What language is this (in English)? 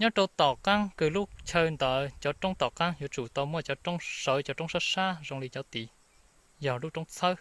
Hmong